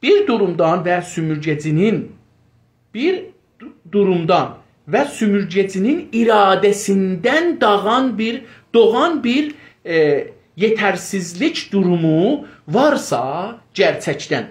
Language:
South Azerbaijani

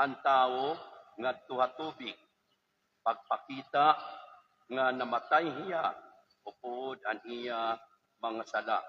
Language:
Waray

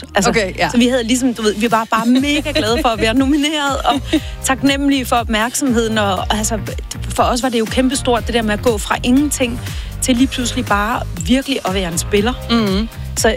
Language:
Danish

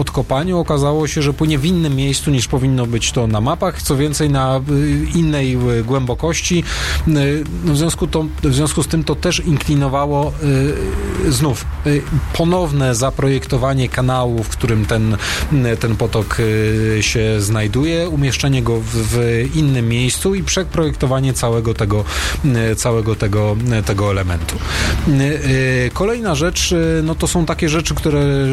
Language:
Polish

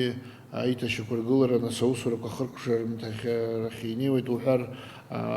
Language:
Abkhazian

